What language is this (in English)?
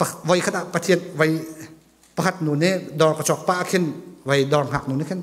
Hakha Chin